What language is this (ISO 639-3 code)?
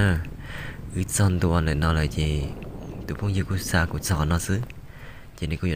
hmn